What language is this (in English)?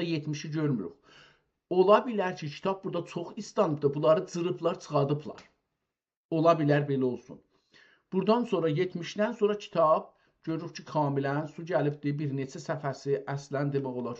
South Azerbaijani